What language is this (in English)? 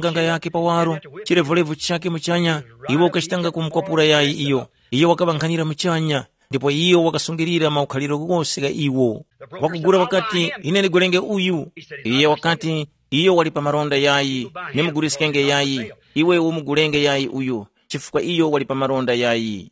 Tumbuka